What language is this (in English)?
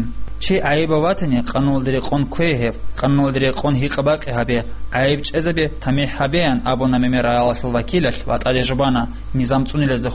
Avaric